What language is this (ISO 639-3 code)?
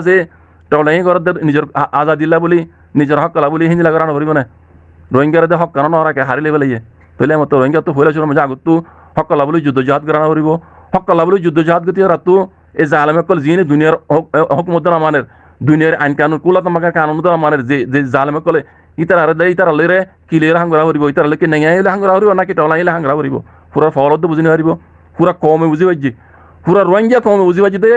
rhg